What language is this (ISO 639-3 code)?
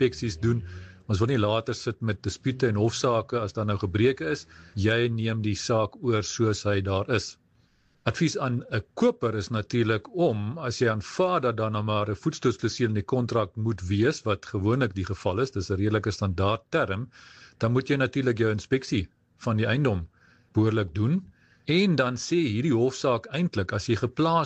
afr